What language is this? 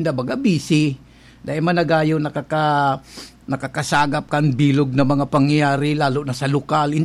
Bikol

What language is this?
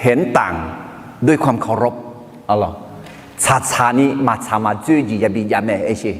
Akha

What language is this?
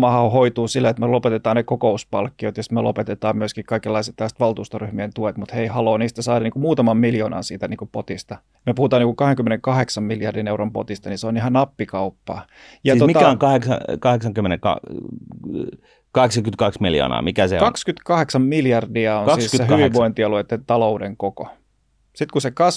Finnish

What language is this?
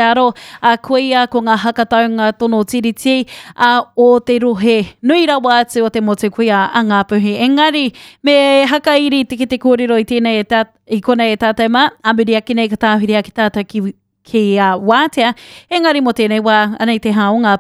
Māori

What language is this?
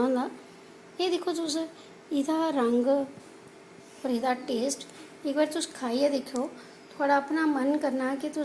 Dogri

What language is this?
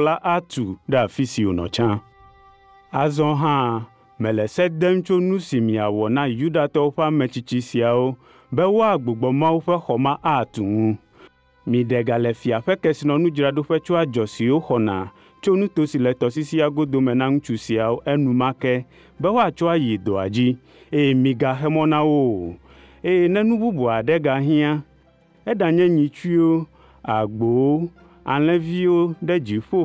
Ewe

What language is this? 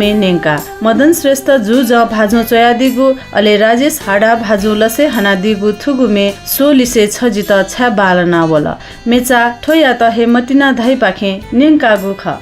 Newari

